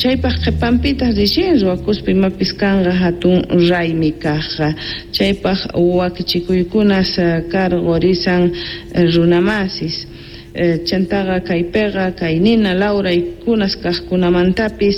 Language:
South Bolivian Quechua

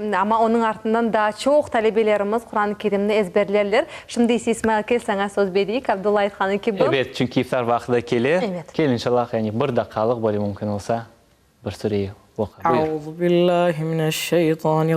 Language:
Crimean Tatar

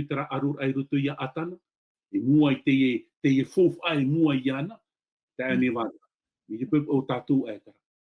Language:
Tahitian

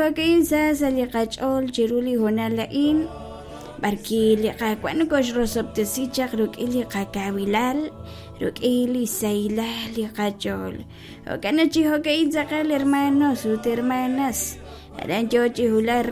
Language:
Kekchí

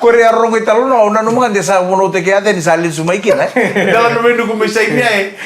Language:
Fijian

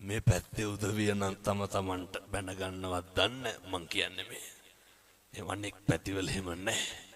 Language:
Sinhala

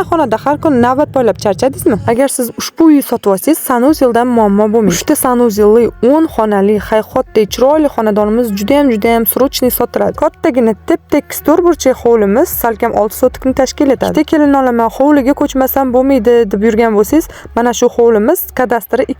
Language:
Uzbek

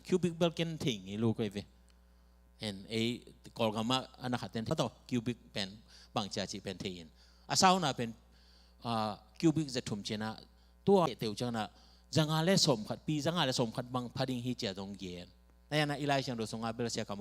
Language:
Tedim Chin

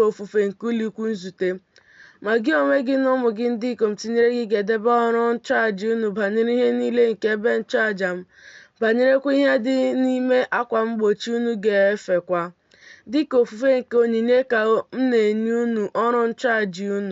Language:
Igbo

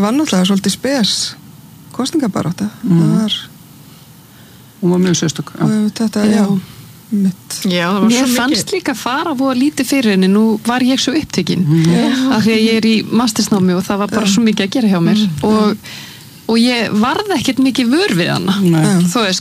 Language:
Icelandic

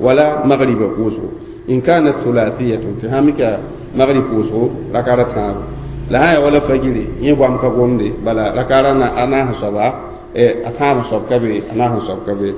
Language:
Mossi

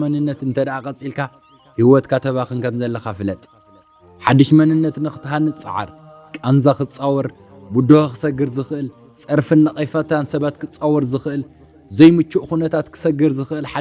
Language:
Tigrinya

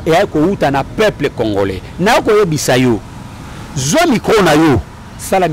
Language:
Lingala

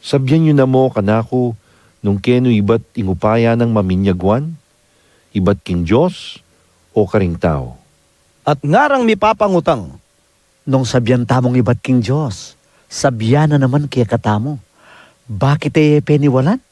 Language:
Pampanga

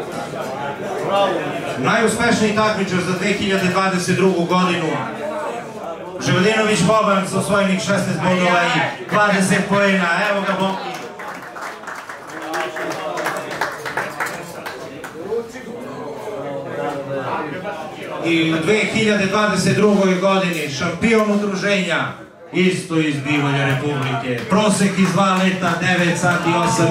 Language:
Serbian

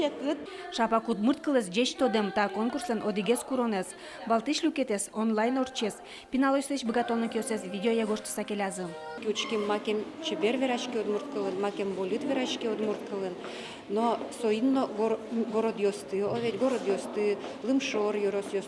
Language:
Udmurt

